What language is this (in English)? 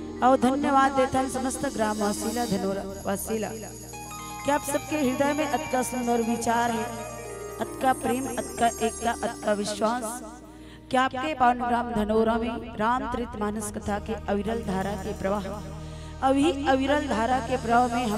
Chhattisgarhi